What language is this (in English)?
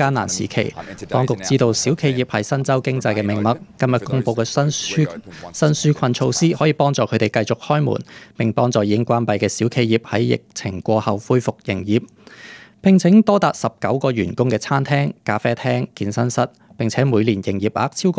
Cantonese